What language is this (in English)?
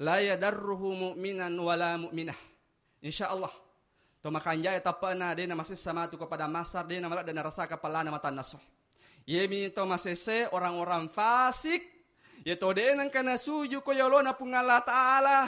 Buginese